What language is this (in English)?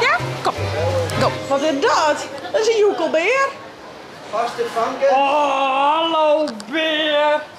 Western Frisian